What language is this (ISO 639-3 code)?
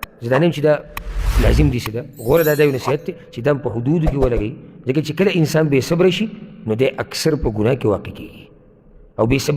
pus